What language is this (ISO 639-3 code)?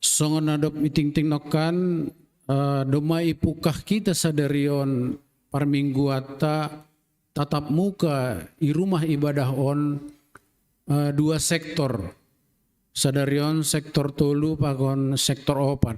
bts